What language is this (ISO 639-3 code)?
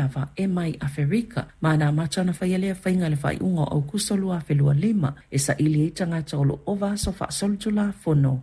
smo